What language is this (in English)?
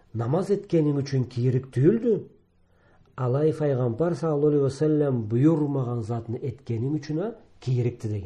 Karachay-Balkar